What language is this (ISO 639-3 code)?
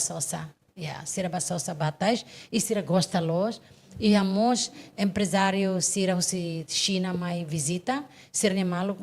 tet